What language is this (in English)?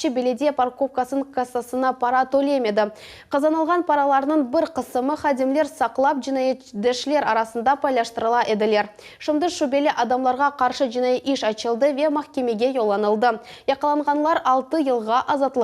Crimean Tatar